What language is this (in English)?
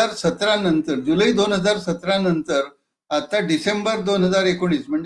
Marathi